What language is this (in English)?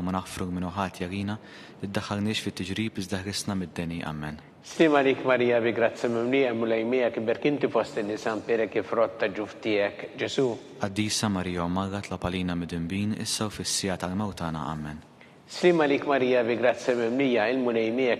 Maltese